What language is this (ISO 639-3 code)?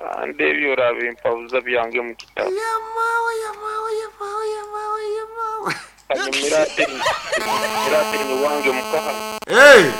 nyn